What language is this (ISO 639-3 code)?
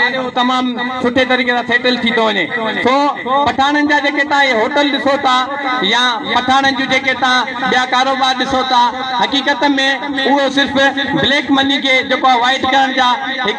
snd